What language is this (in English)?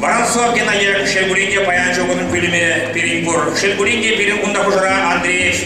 Chuvash